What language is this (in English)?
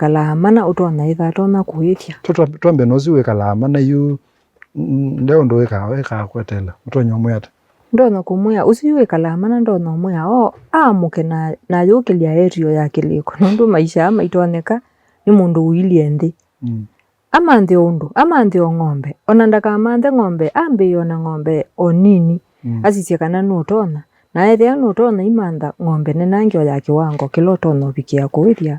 Kamba